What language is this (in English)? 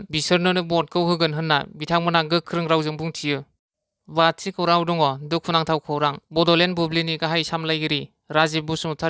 Bodo